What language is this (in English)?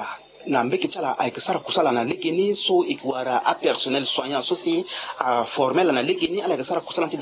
Sango